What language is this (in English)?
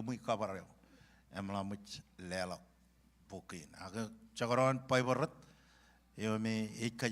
Marshallese